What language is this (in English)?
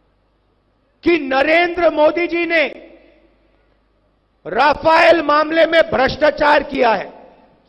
Hindi